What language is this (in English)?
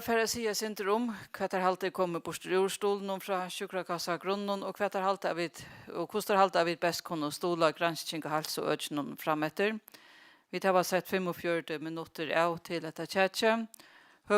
Faroese